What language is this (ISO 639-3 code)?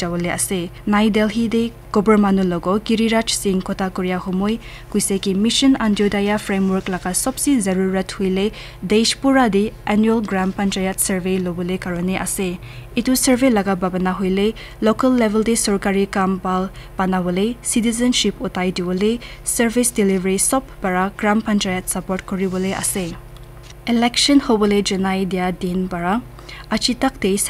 nag